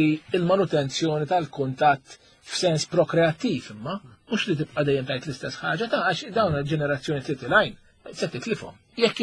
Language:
Maltese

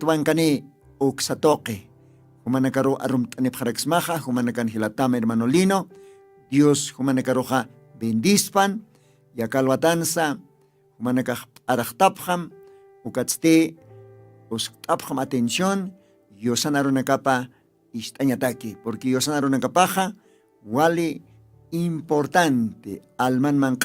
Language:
Aymara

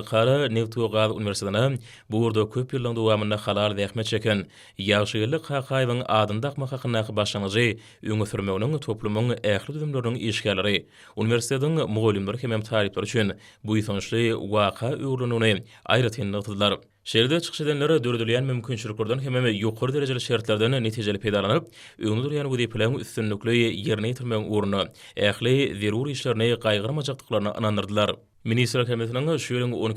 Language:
Turkmen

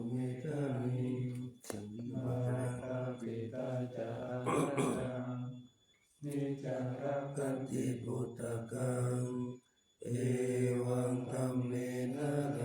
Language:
Pali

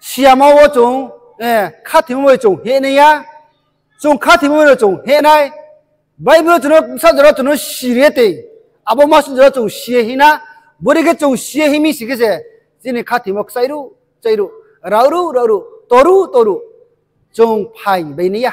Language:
Riang (India)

